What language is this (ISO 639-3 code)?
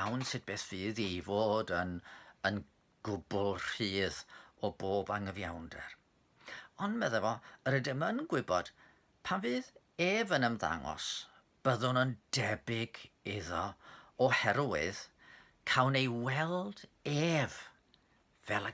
cym